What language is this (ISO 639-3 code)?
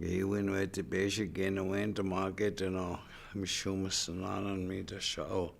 ciw